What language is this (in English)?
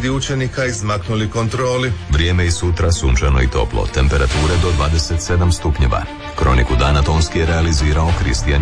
Croatian